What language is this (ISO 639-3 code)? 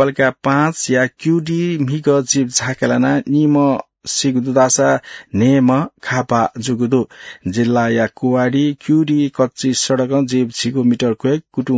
new